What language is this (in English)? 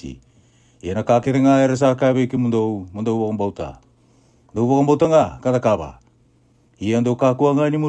Fijian